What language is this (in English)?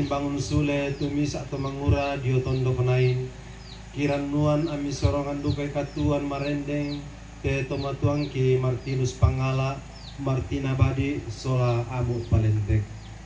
Toraja-Sa'dan